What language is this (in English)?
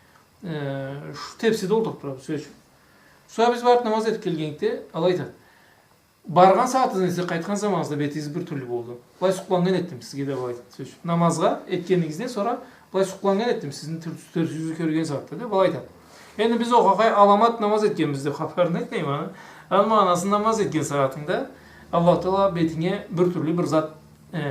Karachay-Balkar